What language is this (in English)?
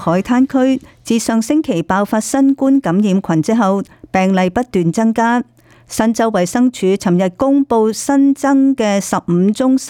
Cantonese